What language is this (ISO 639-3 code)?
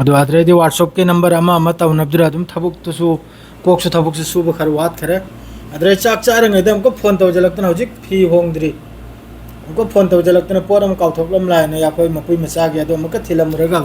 mni